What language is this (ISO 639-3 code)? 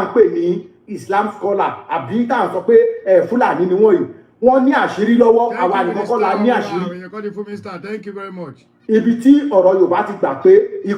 yor